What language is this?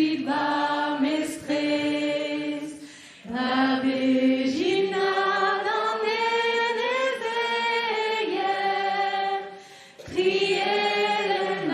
Breton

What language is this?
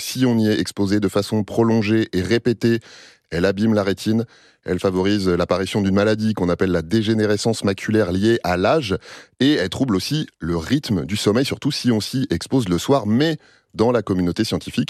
French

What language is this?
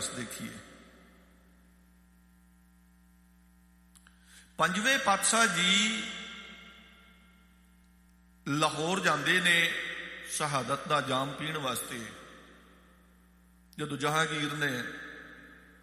Punjabi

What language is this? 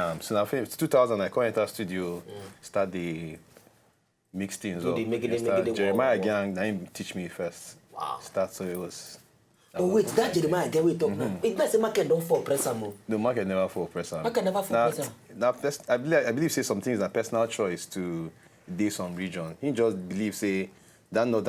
Nigerian Pidgin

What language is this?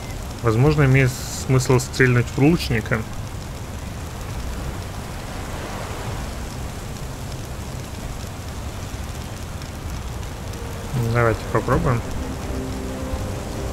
Russian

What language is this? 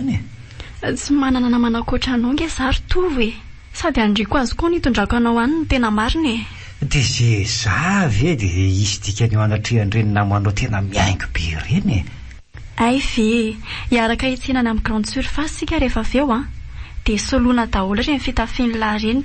Malagasy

